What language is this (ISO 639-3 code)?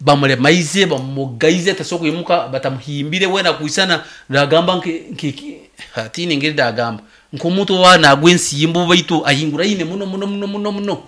nyo